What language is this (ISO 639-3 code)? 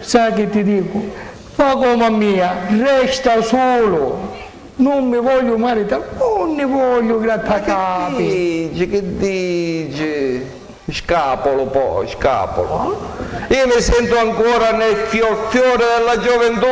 scn